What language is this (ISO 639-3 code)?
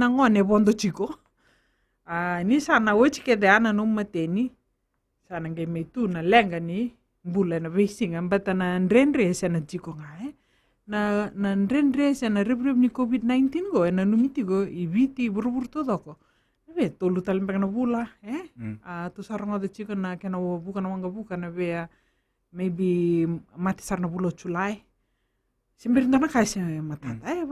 fij